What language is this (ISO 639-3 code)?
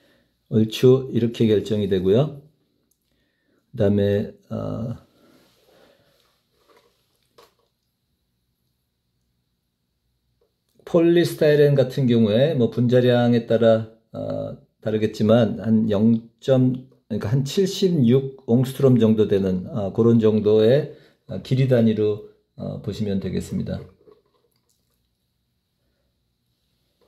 kor